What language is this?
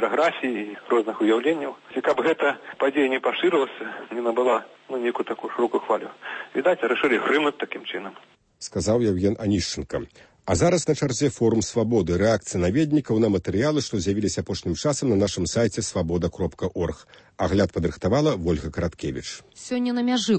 Belarusian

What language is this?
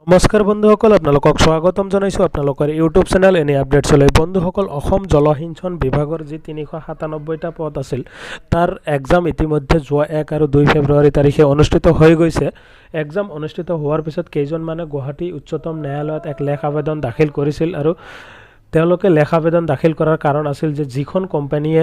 Assamese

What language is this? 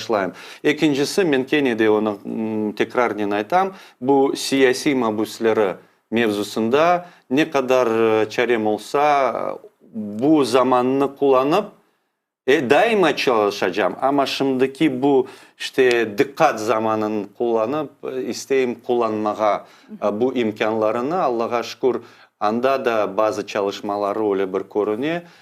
Crimean Tatar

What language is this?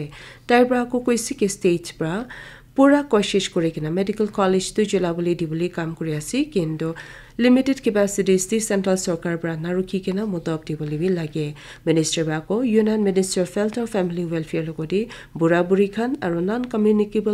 Naga Pidgin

